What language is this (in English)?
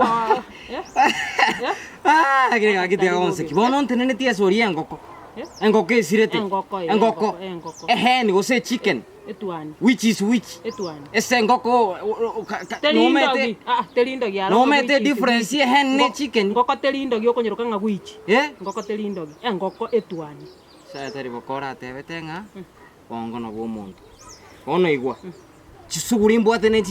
Gusii